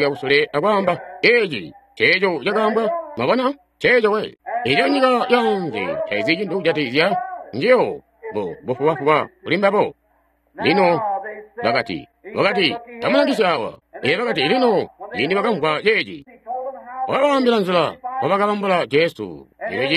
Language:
Tonga (Zambia)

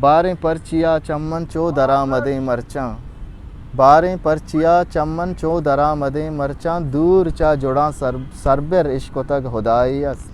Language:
Eastern Balochi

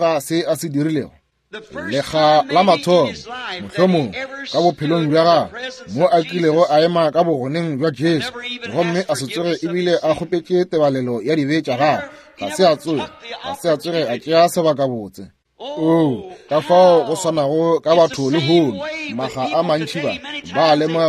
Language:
Northern Sotho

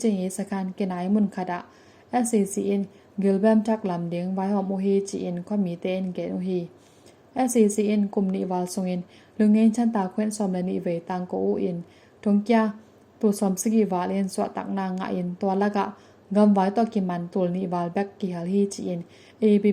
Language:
Tedim Chin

